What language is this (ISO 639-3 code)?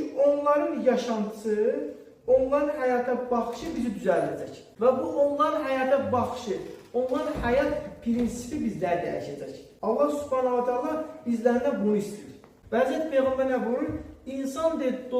aze